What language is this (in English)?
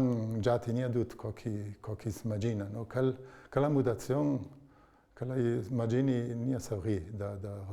Ladin